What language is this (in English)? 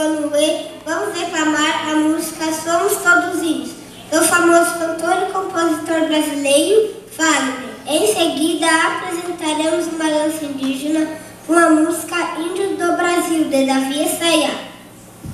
Portuguese